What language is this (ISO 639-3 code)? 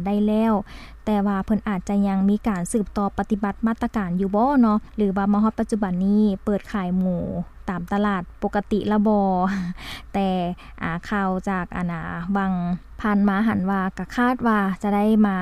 lao